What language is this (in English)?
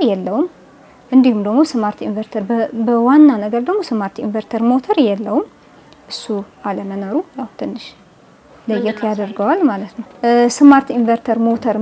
Amharic